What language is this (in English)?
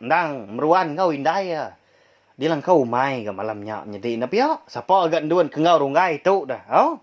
Iban